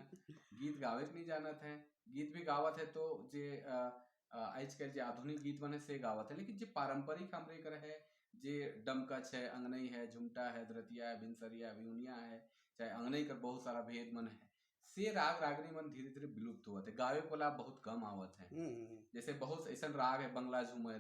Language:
Sadri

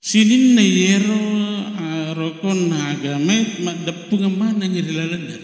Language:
Buginese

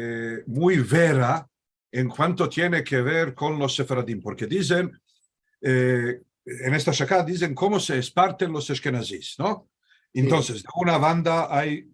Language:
Ladino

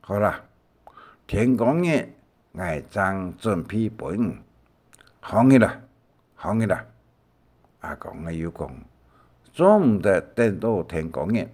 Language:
Hakka Chinese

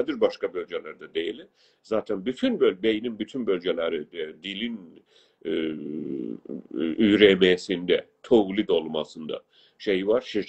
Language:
South Azerbaijani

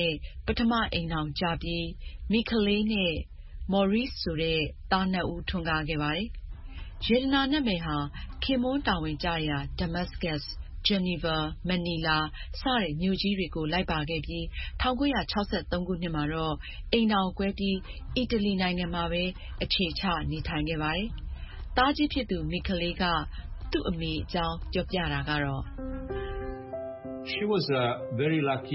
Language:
Burmese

